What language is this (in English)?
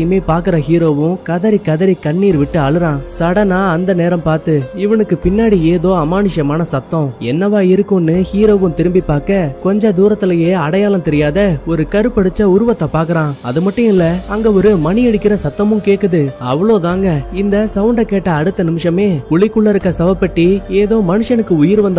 Tamil